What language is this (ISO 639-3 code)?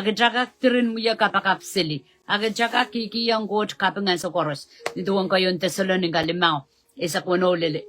pon